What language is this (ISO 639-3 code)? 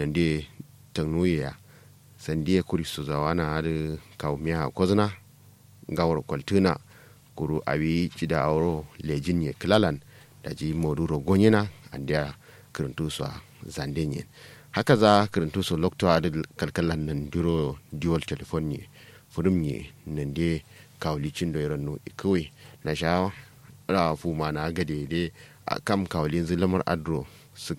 kau